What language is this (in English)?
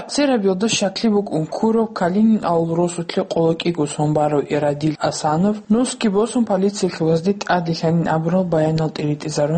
Avaric